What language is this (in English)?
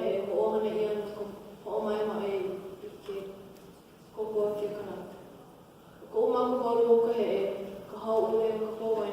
Hawaiian